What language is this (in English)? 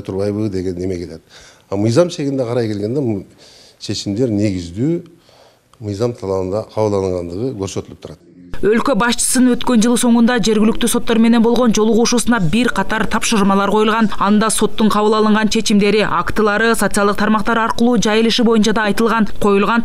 Kyrgyz